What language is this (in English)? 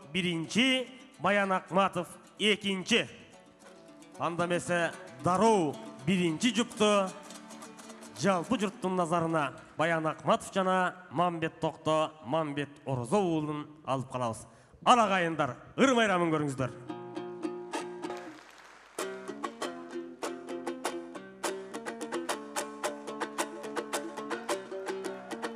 Kyrgyz